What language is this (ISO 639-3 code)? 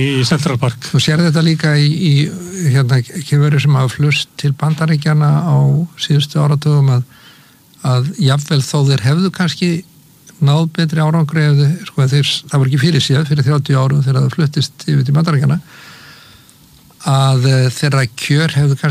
isl